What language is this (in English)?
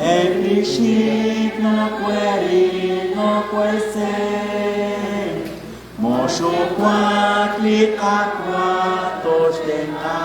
Kekchí